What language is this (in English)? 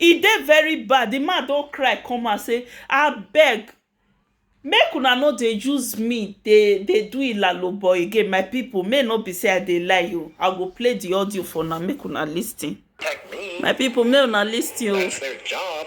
Nigerian Pidgin